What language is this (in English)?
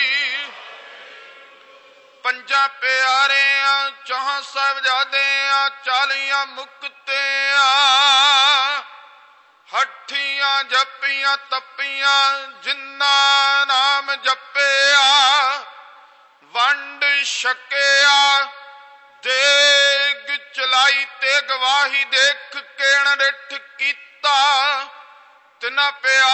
Punjabi